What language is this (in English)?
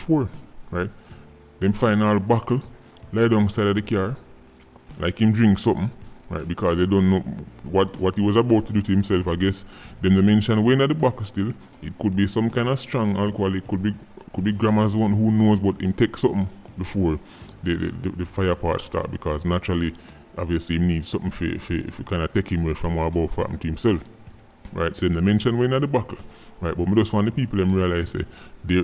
Jamaican Creole English